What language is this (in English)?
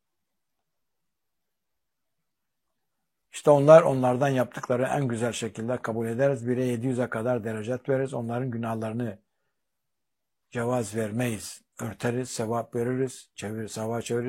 Turkish